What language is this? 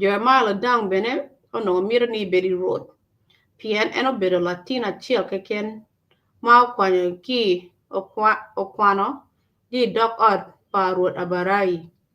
Acoli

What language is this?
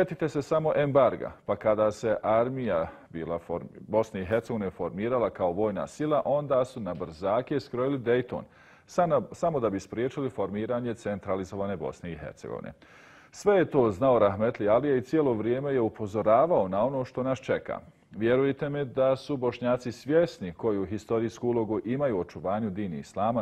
Bosnian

